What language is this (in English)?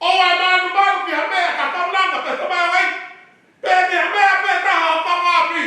Tongan